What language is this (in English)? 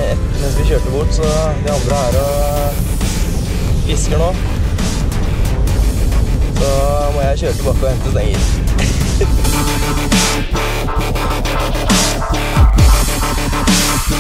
Norwegian